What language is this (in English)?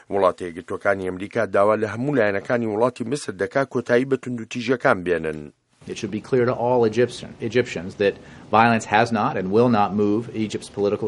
Central Kurdish